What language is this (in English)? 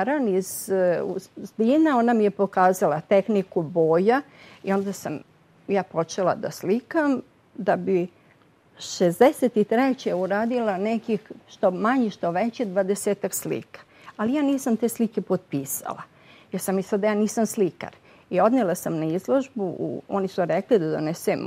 Serbian